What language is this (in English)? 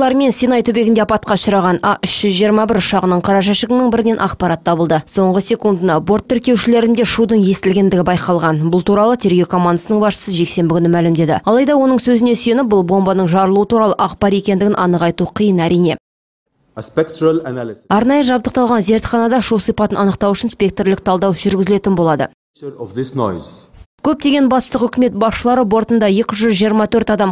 Kazakh